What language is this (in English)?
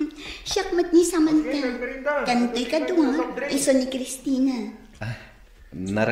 Iloko